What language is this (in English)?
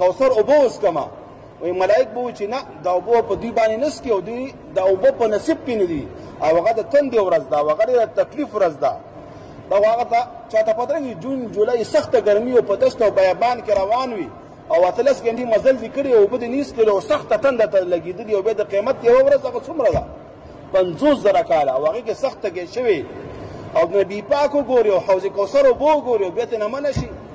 Pashto